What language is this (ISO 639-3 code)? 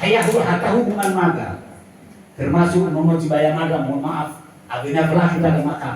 nia